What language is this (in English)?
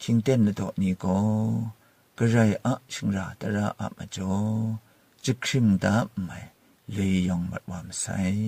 Kachin